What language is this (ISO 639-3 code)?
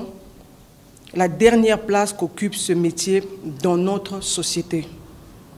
fra